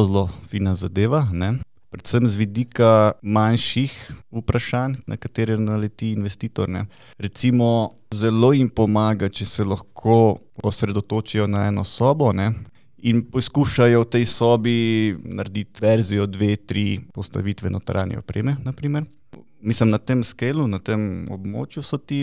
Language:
Slovenian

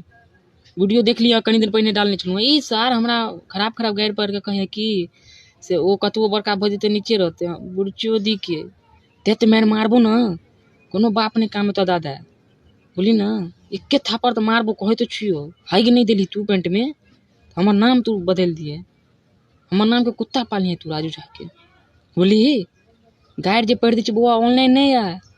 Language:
Maithili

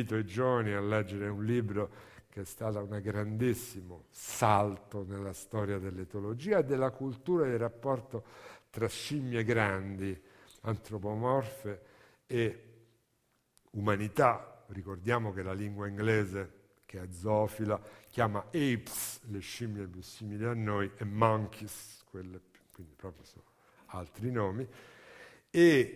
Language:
Italian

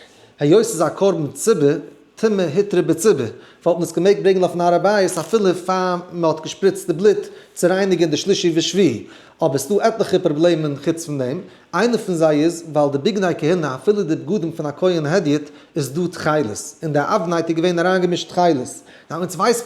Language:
Yiddish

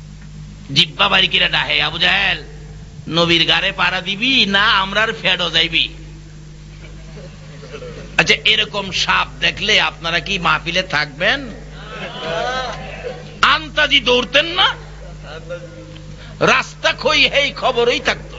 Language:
Bangla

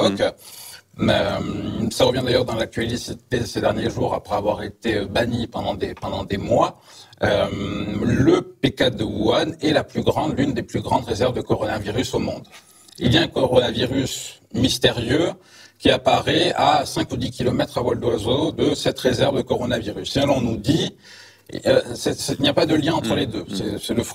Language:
French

